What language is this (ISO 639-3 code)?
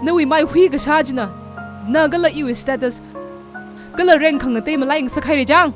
nmf